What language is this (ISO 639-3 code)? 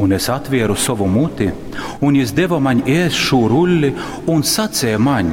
ltg